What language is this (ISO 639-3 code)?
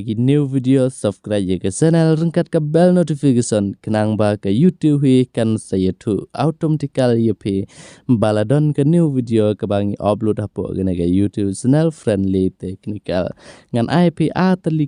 kha